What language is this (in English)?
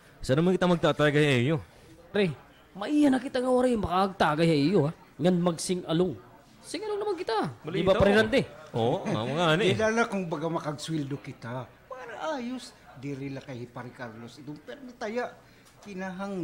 Waray